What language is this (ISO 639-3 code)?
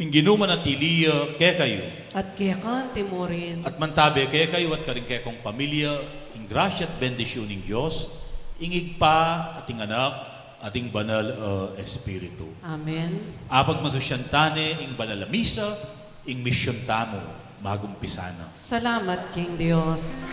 pam